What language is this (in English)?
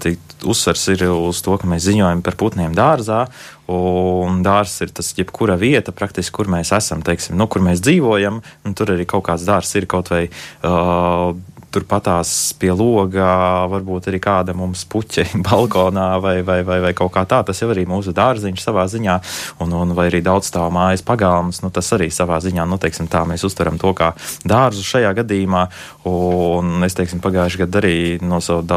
Latvian